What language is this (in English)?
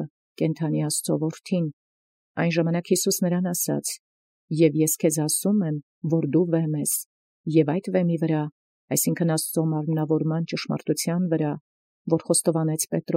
Armenian